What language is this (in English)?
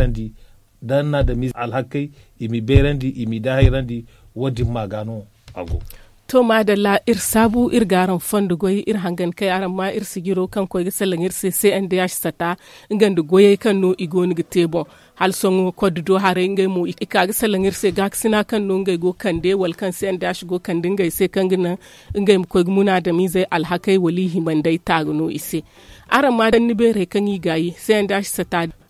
Zarma